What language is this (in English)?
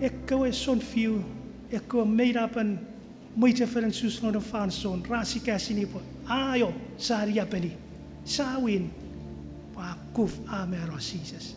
Chuukese